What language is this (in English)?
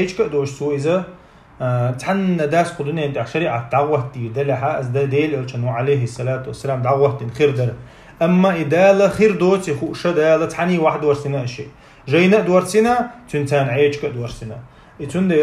Chechen